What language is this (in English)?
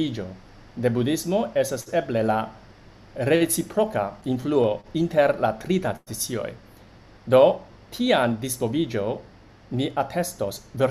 Esperanto